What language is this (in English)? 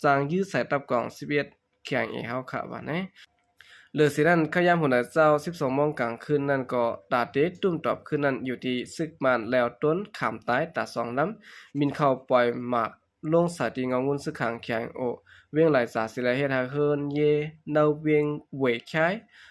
Shan